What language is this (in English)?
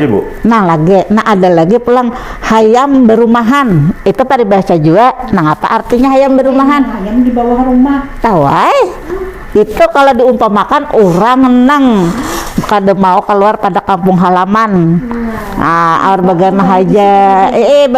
Banjar